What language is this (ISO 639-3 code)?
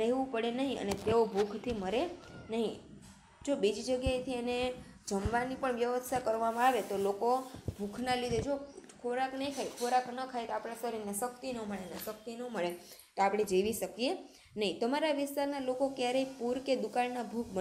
guj